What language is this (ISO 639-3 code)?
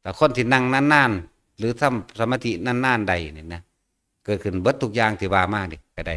tts